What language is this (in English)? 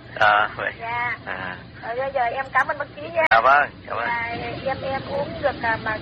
Vietnamese